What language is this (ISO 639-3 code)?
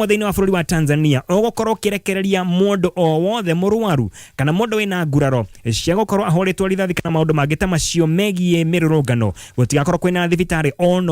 kik